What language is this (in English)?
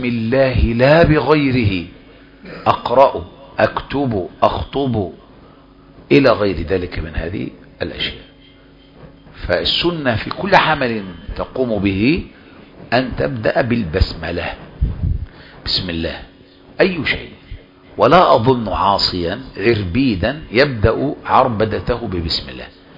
Arabic